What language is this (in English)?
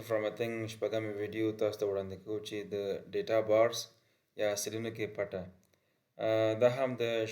Pashto